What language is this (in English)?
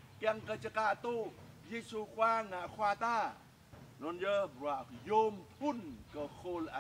Jarai